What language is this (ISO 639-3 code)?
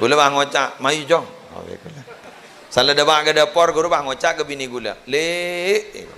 mad